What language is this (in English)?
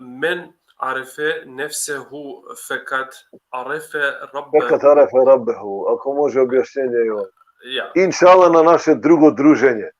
Balkan Romani